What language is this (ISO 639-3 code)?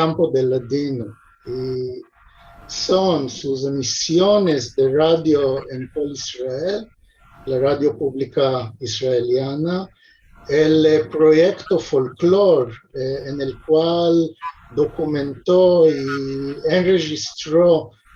lad